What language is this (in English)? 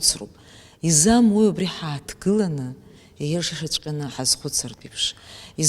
Abkhazian